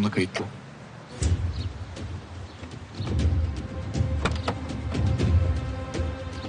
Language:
Turkish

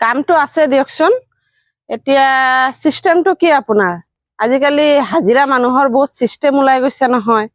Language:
Assamese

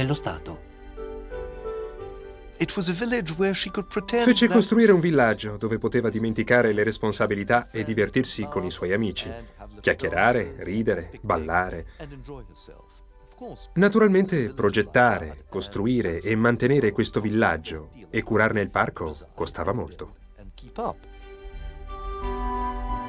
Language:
Italian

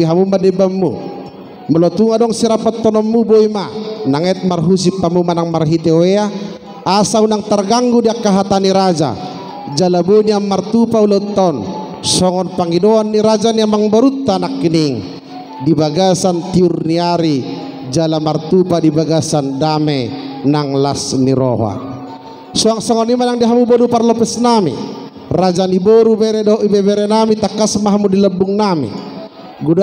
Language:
Batak Toba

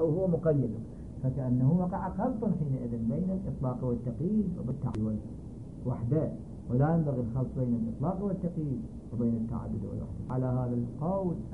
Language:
Arabic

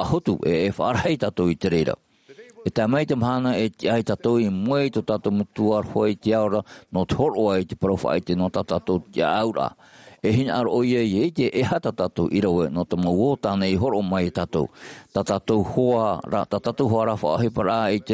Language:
Tahitian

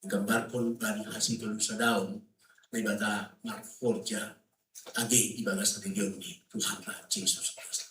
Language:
Batak Simalungun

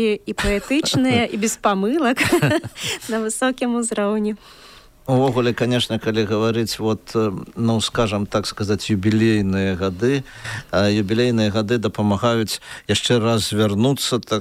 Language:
Belarusian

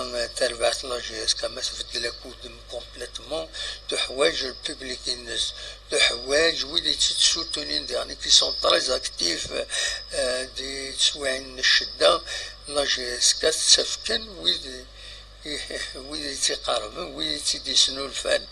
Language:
Kabyle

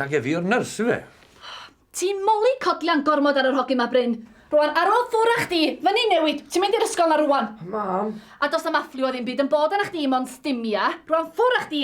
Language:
Welsh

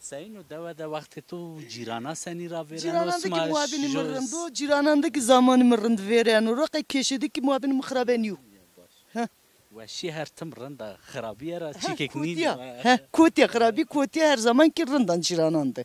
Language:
Zaza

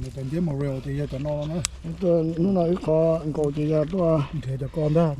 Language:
Hmong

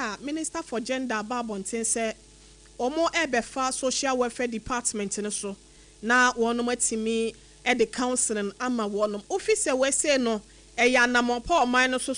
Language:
Akan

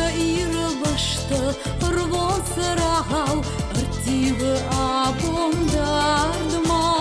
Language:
Ossetic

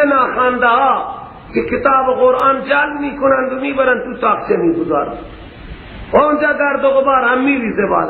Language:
Persian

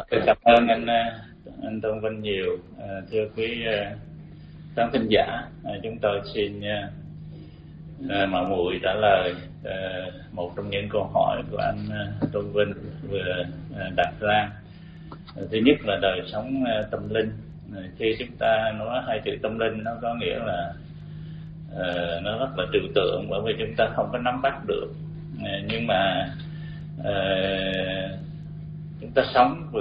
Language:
Vietnamese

